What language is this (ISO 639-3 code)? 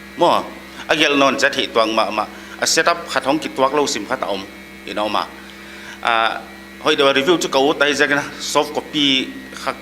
pck